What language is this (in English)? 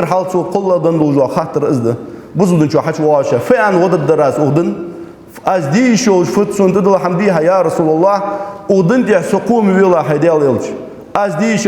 Ingush